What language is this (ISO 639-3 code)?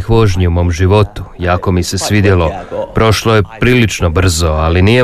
hrv